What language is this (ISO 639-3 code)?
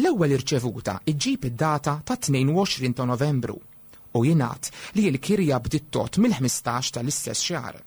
mlt